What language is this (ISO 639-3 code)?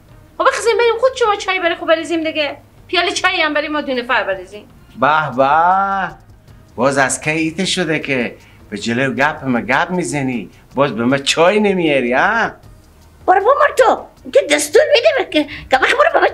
fas